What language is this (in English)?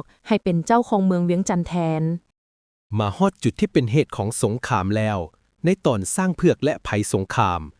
Lao